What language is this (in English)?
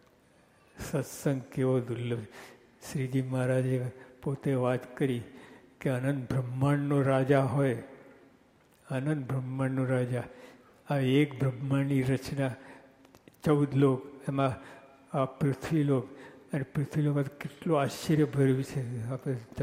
Gujarati